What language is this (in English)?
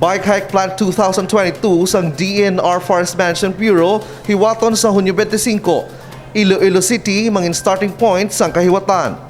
Hiligaynon